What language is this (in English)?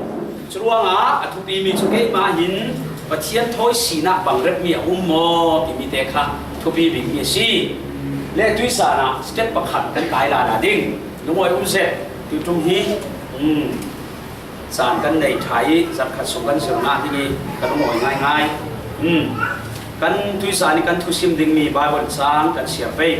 Falam Chin